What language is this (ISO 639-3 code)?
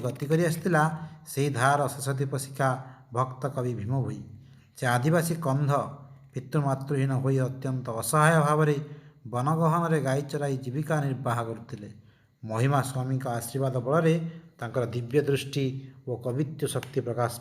ori